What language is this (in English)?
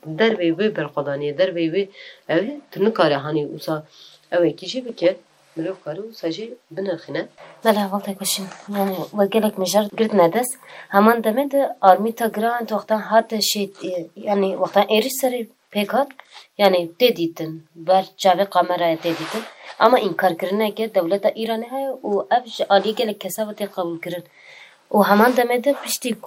Kurdish